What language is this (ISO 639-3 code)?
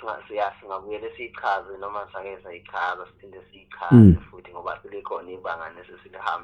zul